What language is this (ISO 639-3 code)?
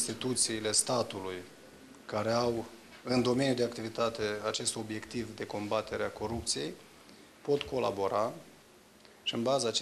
ron